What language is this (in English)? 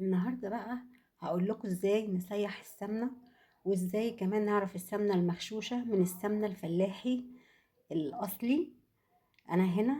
Egyptian Arabic